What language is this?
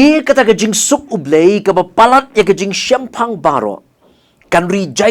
Khasi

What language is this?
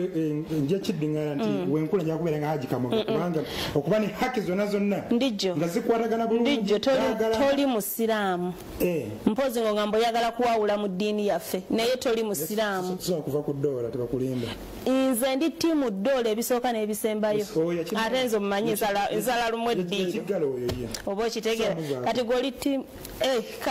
Ganda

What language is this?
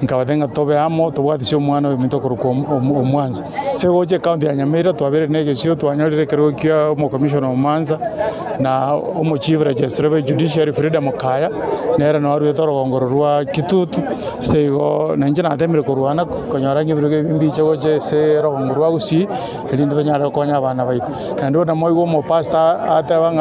Gusii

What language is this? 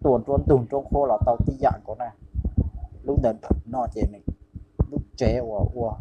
Hmong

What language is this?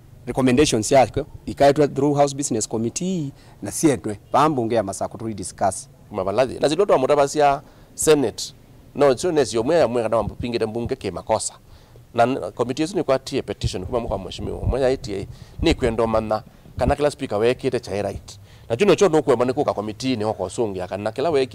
Kamba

